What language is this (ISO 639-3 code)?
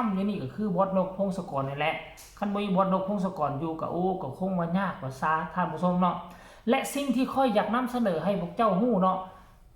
tts